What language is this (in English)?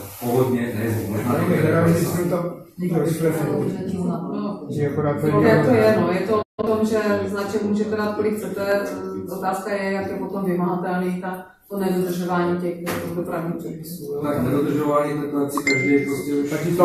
Czech